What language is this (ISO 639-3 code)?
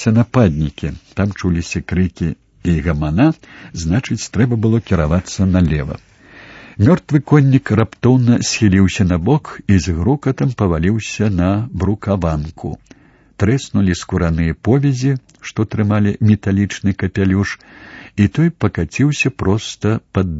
bel